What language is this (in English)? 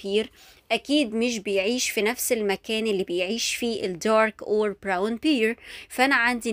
Egyptian Arabic